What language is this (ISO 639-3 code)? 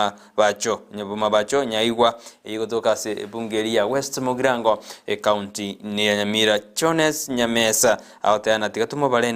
guz